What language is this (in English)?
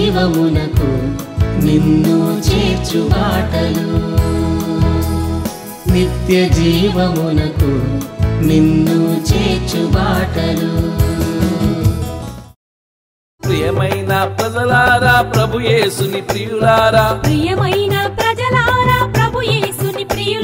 Telugu